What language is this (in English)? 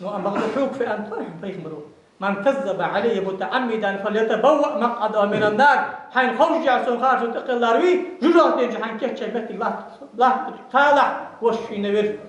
Ingush